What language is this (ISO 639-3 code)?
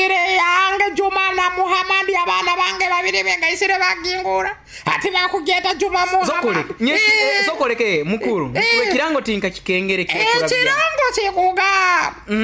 nyo